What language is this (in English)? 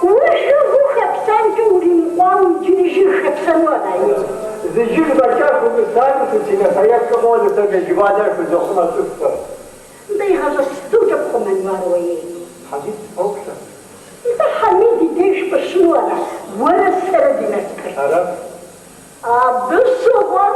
Kabardian